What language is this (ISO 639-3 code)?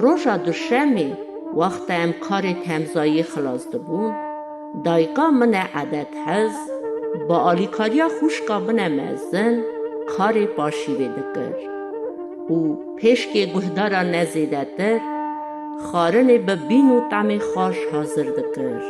kur